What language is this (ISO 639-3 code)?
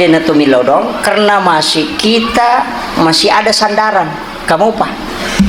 bug